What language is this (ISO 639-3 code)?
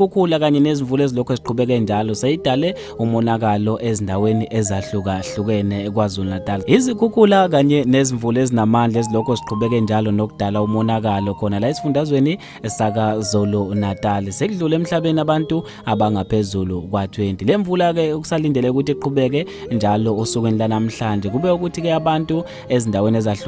zul